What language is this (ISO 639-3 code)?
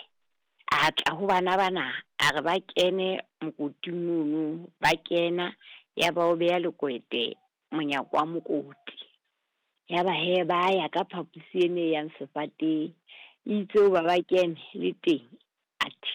sot